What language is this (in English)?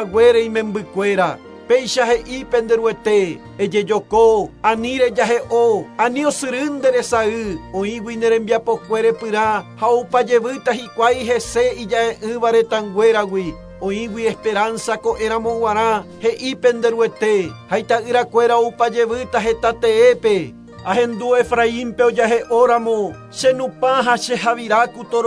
Guarani